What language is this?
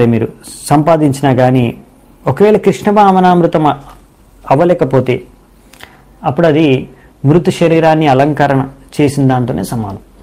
Telugu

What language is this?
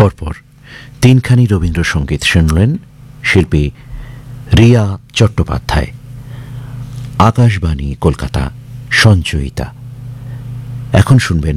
Bangla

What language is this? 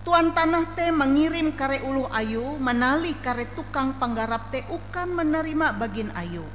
Ngaju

